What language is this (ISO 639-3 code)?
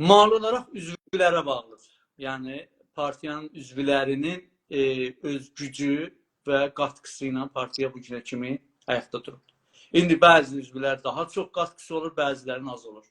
azb